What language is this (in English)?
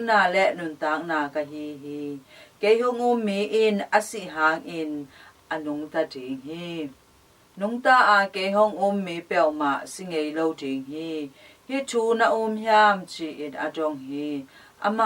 Tedim Chin